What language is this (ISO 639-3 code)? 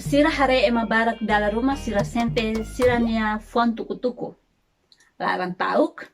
tet